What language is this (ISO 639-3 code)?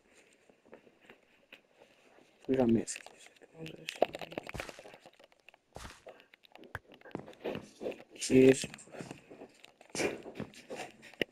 fra